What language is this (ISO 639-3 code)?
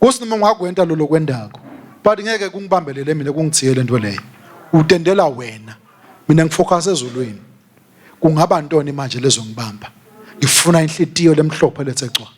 ssw